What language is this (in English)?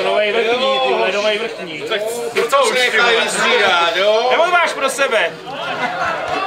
Czech